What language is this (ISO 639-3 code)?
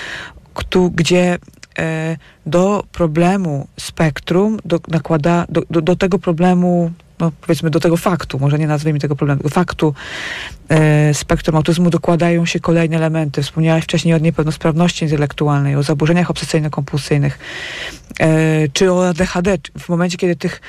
pol